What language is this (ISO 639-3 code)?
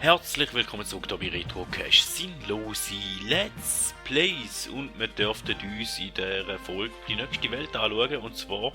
gsw